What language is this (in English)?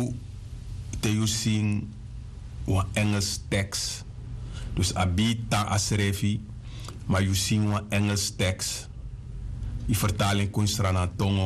Sranan Tongo